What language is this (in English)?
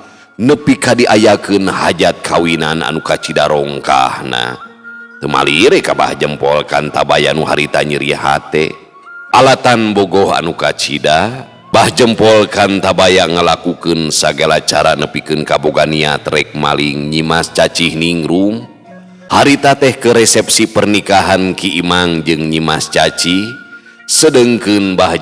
Sundanese